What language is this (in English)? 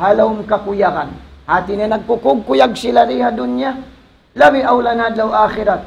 Tausug